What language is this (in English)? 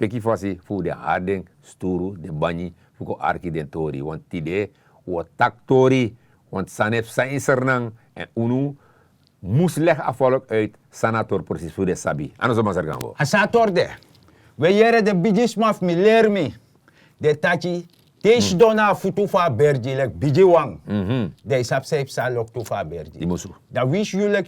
Sranan Tongo